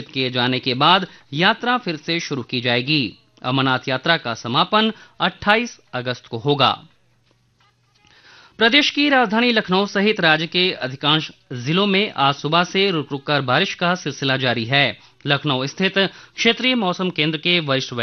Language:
Hindi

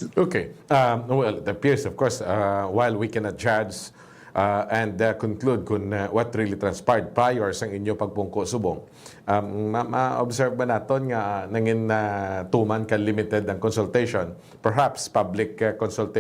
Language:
Hiligaynon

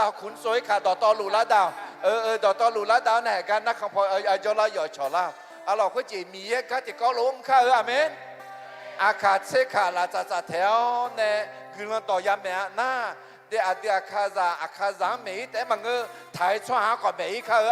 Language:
Akha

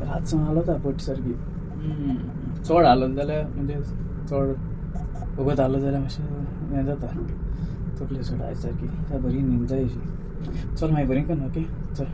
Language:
Konkani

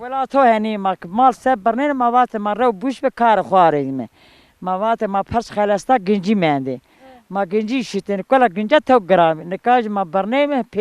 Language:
Zaza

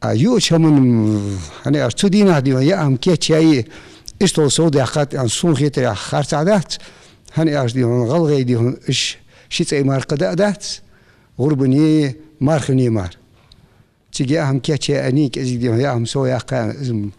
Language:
Ingush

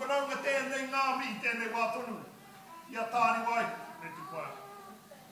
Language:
Māori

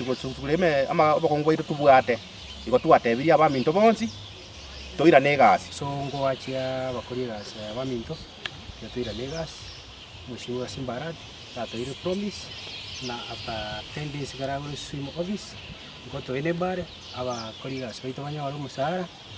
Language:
Gusii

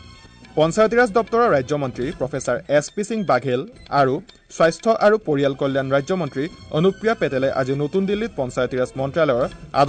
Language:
Assamese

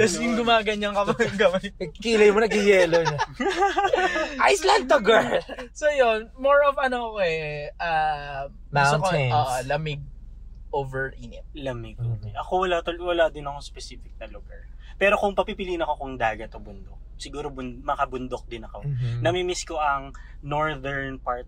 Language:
Filipino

